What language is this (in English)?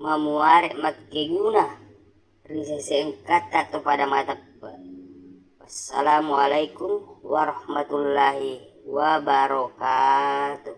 Buginese